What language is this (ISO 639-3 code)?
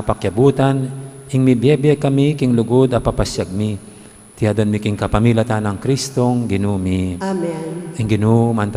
pam